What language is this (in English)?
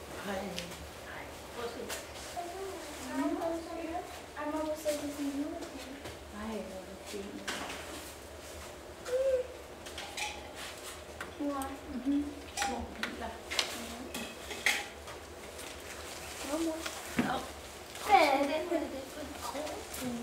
Danish